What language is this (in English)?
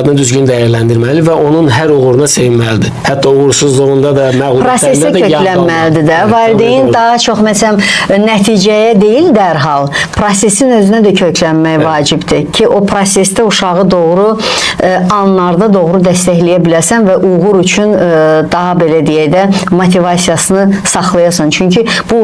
Azerbaijani